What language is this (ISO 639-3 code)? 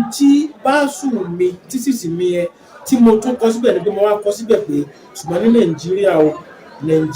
yor